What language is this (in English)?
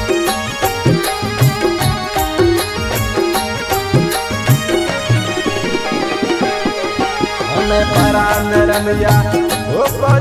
Bhojpuri